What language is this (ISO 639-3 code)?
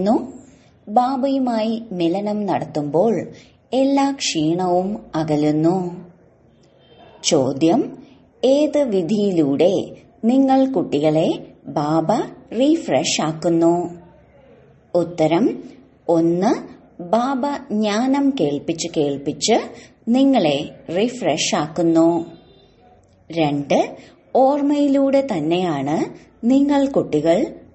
mal